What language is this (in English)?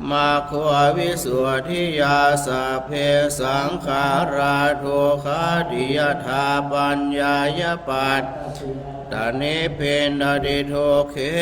Pali